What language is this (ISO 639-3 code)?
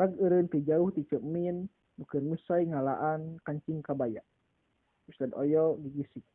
sun